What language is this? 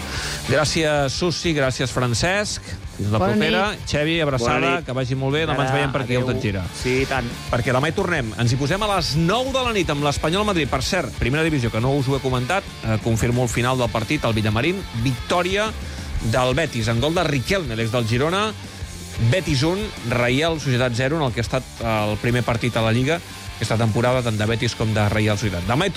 Catalan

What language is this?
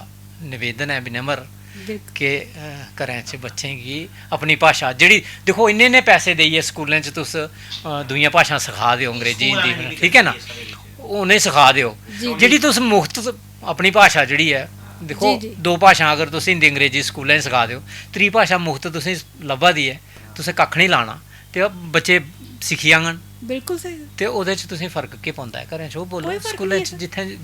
Dogri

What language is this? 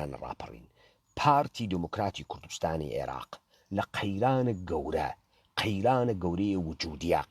Central Kurdish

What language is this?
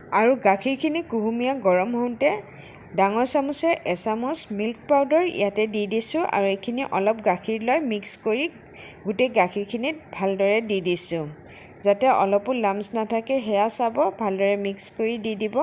Assamese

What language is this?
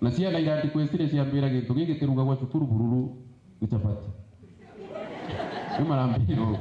Meru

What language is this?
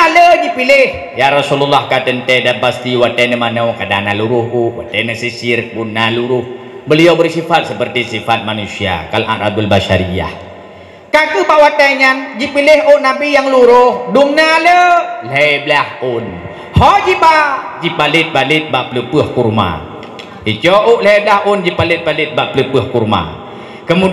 Achinese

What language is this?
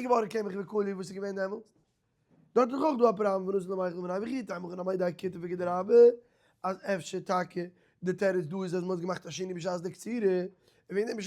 Yiddish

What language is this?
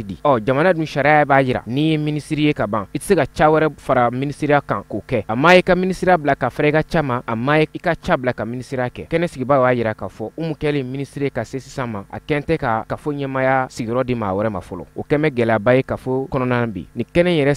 Bambara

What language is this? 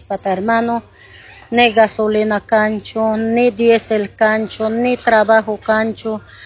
Quechua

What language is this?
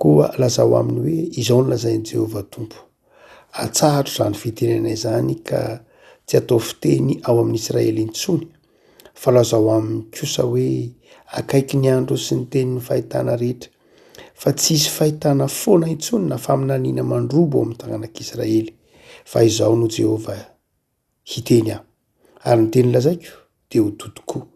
Malagasy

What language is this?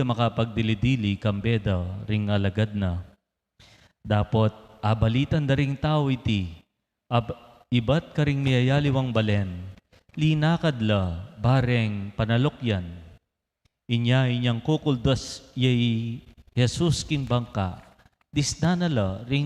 Pampanga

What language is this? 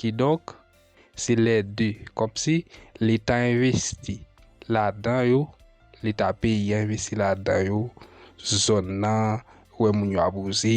Haitian Creole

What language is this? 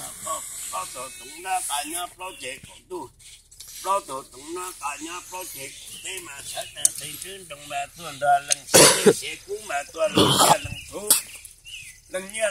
Hmong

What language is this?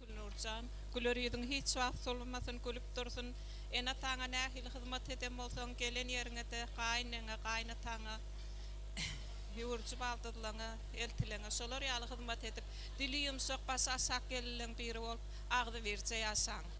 Turkmen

